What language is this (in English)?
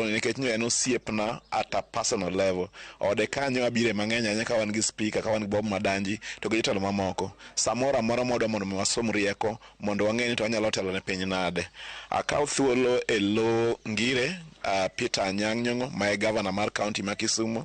Luo (Kenya and Tanzania)